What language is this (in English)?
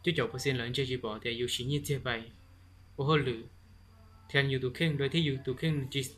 Hmong